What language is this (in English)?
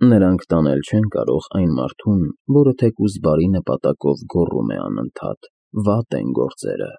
Armenian